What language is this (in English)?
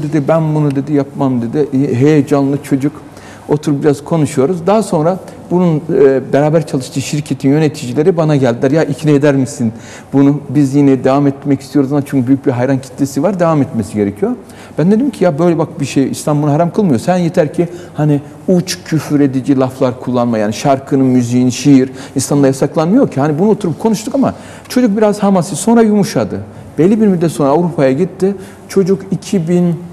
Turkish